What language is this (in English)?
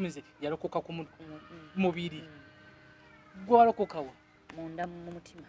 Ganda